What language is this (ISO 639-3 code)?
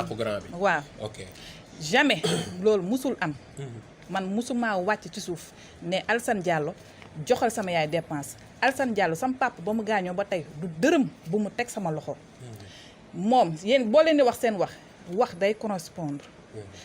wol